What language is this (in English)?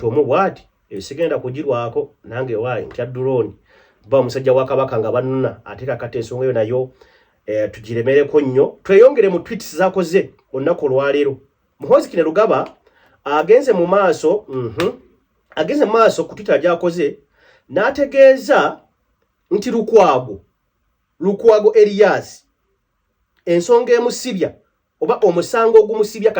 Ganda